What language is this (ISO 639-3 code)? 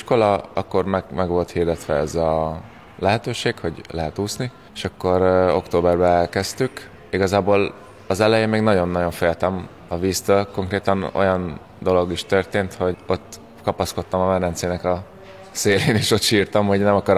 hun